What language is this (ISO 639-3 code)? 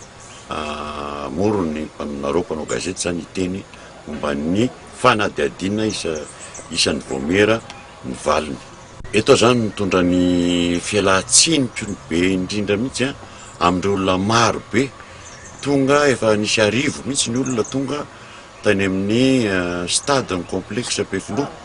mlg